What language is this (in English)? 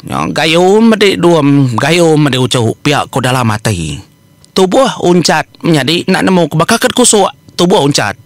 Iban